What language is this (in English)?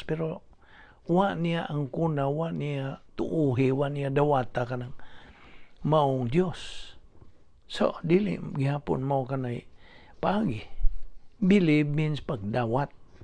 Cebuano